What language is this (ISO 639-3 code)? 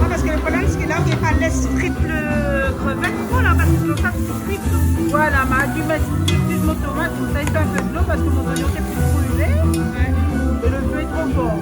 rcf